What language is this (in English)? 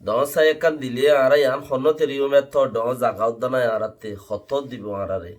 Rohingya